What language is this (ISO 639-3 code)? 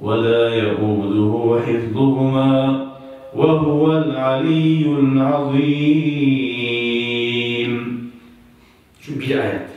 kum